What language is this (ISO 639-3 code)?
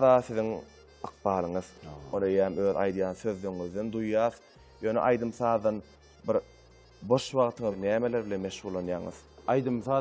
tuk